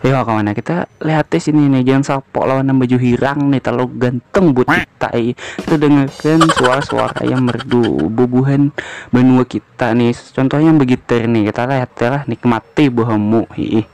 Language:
Banjar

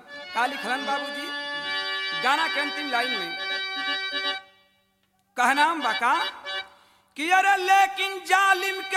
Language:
Bhojpuri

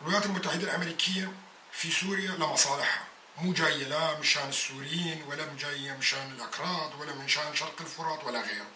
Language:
North Levantine Arabic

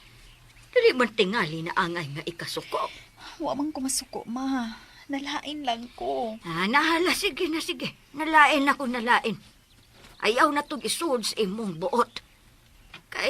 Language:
Cebuano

